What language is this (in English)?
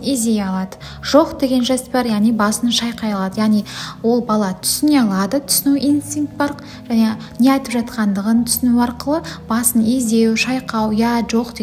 Kazakh